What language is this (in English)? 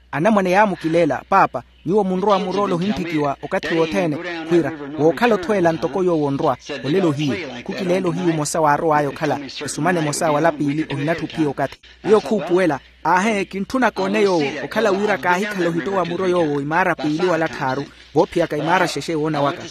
Makhuwa